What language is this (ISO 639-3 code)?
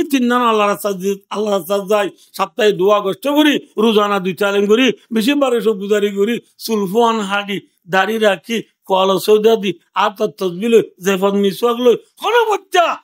rhg